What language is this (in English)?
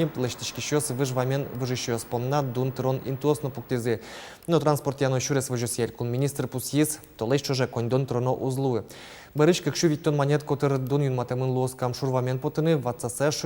Udmurt